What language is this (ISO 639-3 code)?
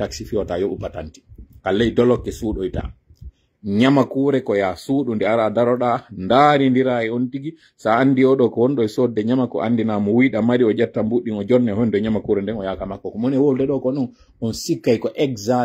fuf